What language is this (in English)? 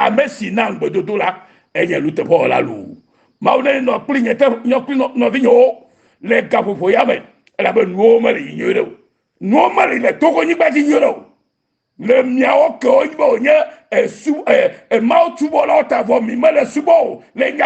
Ewe